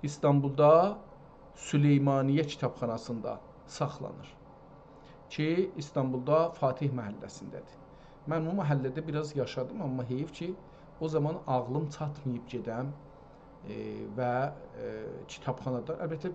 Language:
South Azerbaijani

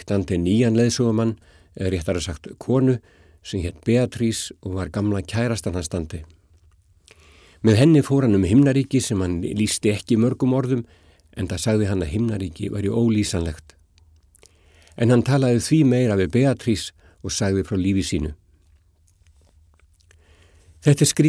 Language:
Icelandic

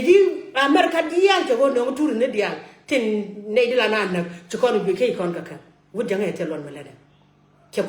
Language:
Nuer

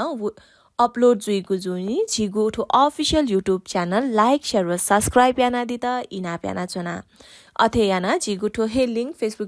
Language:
Newari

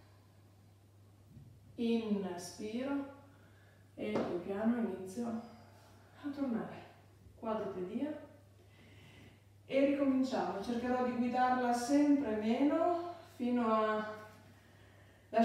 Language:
Italian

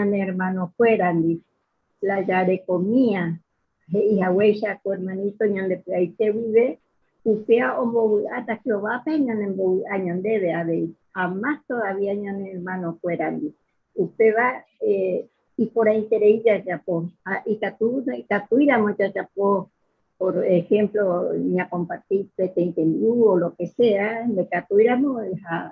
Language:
Guarani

